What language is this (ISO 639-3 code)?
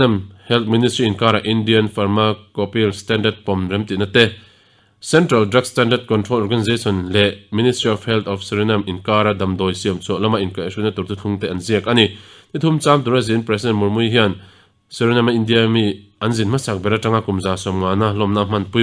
lus